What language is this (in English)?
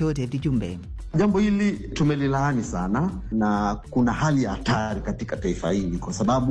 Swahili